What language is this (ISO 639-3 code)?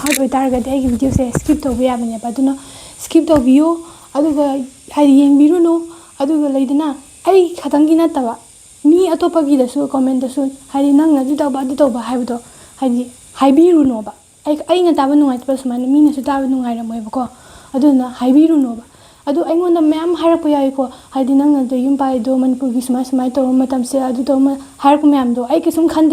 mni